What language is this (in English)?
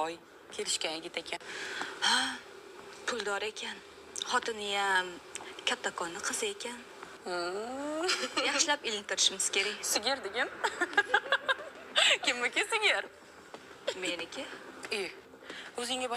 Uzbek